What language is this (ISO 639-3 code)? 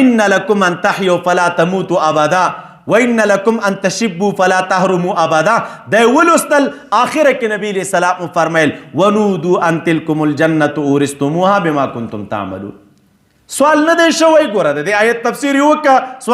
pus